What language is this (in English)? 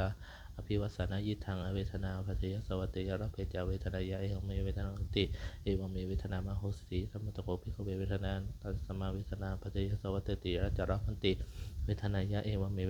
Pali